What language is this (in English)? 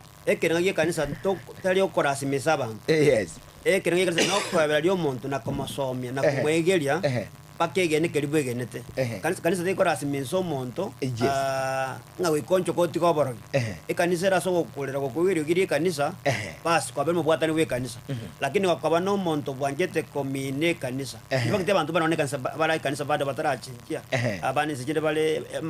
Gusii